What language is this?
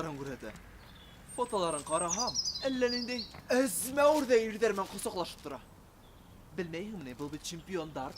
Bashkir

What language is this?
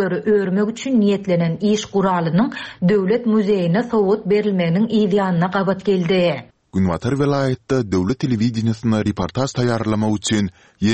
Turkmen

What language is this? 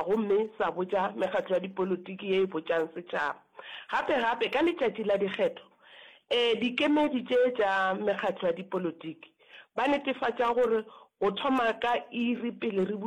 Northern Sotho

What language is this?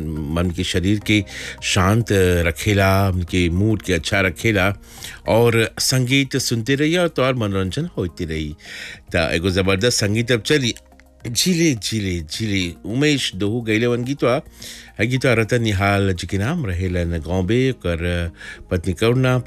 Bhojpuri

